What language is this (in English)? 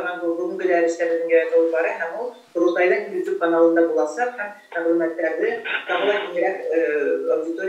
Bashkir